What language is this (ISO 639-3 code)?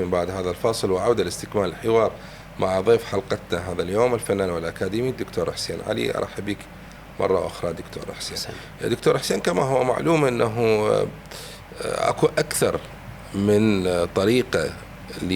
acm